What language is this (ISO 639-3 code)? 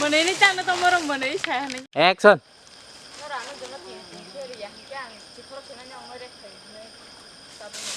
trp